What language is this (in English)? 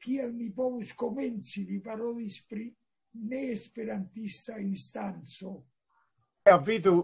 Esperanto